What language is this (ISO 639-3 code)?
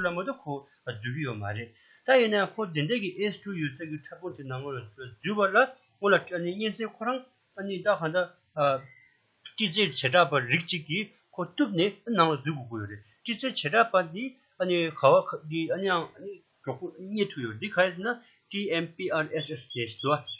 bod